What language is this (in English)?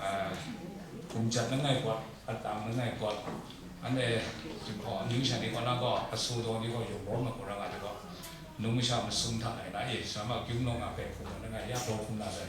Kachin